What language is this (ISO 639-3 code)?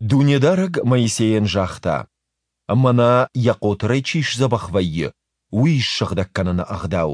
oss